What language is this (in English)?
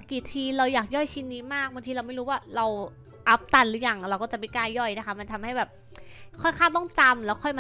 Thai